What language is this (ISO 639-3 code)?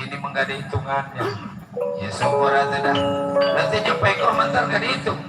bew